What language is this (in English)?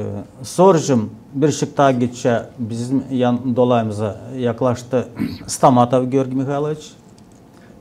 Gagauz